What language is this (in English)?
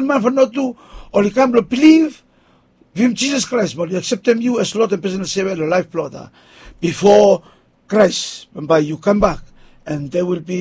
Bislama